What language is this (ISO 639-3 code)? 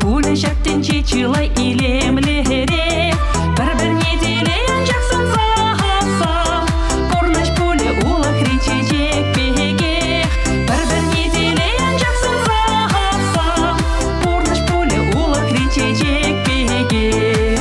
chv